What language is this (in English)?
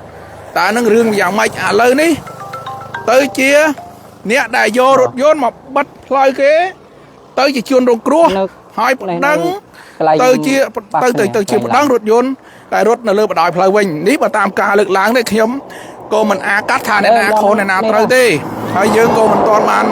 Khmer